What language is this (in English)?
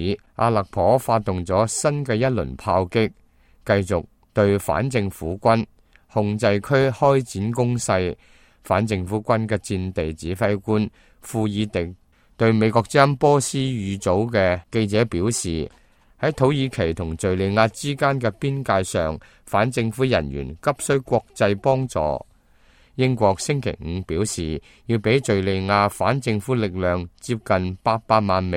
Cantonese